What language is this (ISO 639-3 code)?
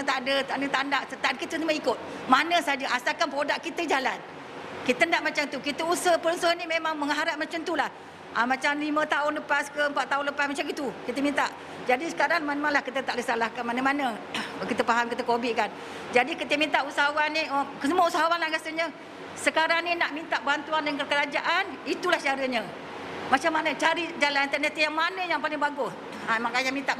msa